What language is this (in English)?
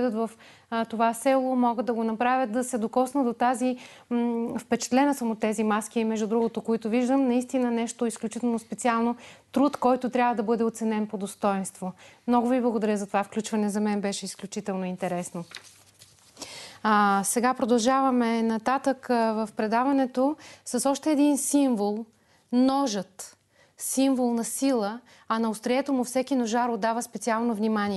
Bulgarian